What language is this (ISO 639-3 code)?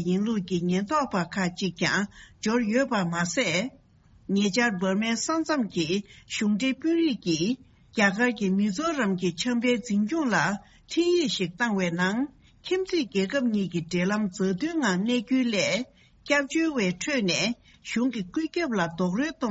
bod